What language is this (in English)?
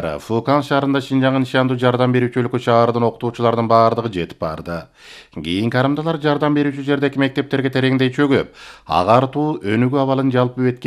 Kyrgyz